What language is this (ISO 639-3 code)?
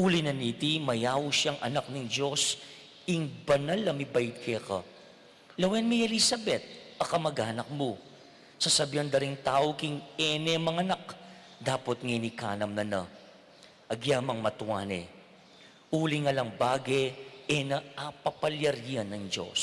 pam